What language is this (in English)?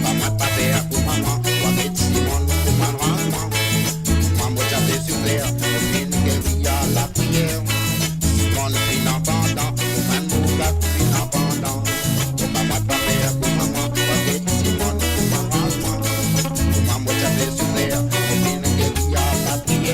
Morisyen